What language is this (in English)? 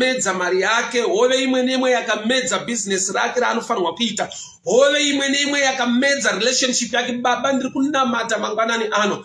Shona